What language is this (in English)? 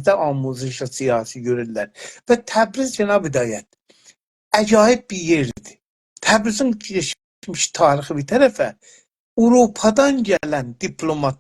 South Azerbaijani